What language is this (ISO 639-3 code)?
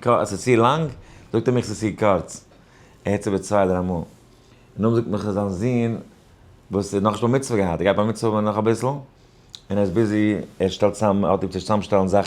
yid